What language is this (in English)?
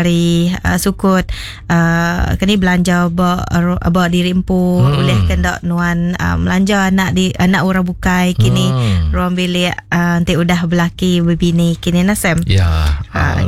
Iban